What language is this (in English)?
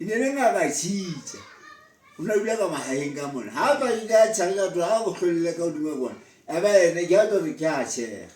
Southern Sotho